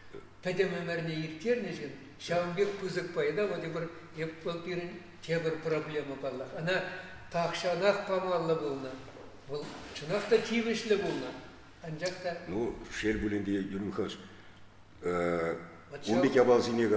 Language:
Chuvash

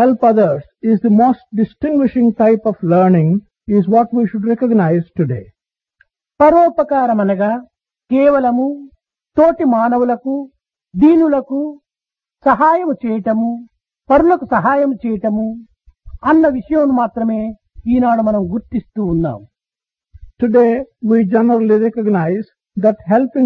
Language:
Telugu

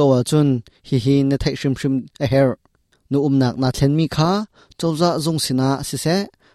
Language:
Hakha Chin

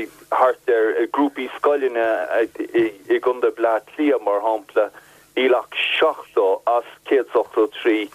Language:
Irish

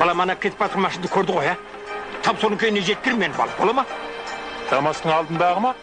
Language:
Kara-Kalpak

